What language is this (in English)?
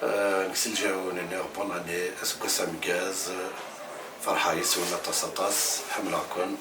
Kabyle